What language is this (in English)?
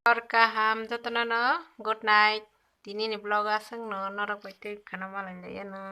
Kok Borok